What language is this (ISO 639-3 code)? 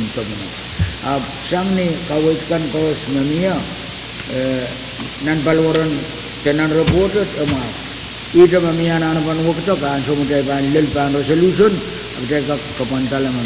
pon